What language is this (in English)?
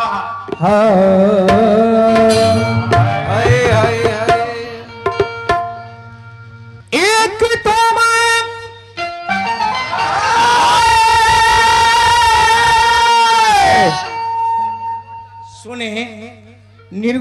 Bhojpuri